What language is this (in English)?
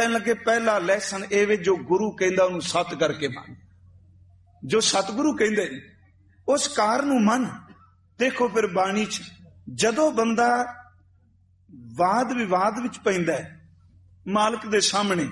Punjabi